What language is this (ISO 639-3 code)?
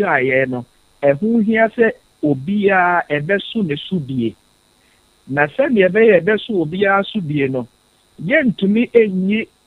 aka